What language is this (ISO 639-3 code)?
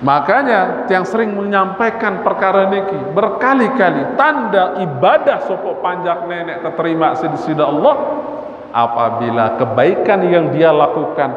sas